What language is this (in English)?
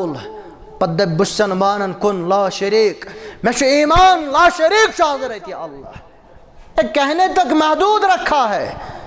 Kashmiri